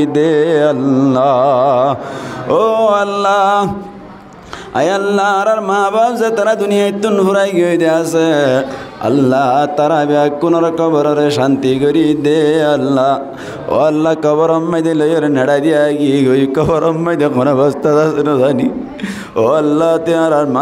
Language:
Rohingya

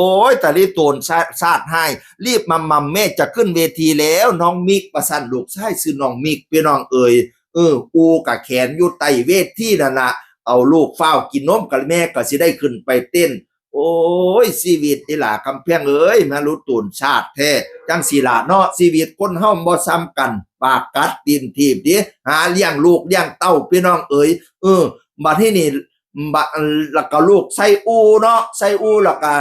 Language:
Northeastern Thai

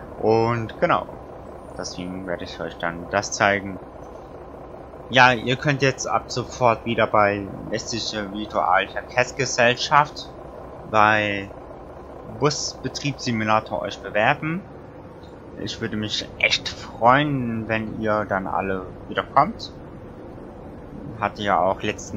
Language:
German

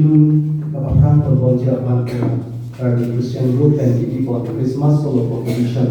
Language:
Karbi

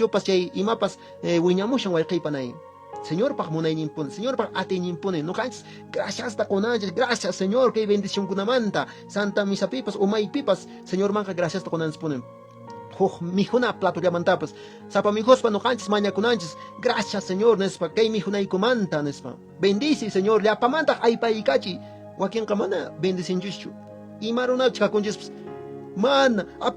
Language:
Quechua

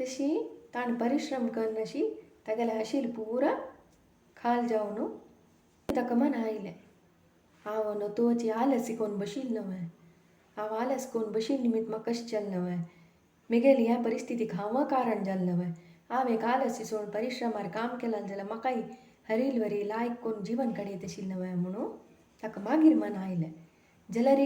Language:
Konkani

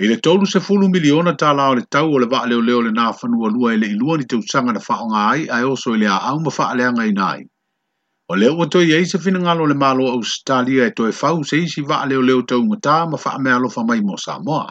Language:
Samoan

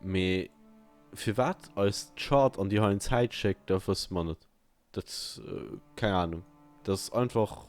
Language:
Luxembourgish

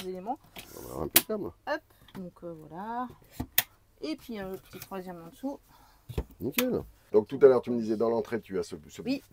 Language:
French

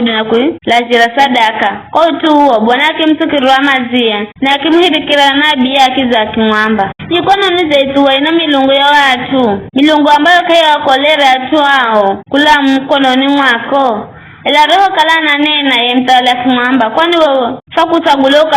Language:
Giryama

